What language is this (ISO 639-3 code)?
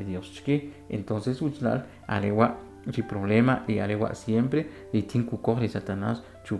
quc